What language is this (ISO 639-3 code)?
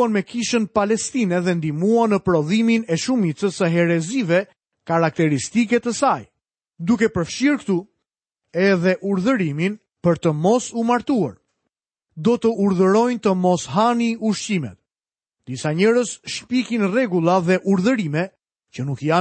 sqi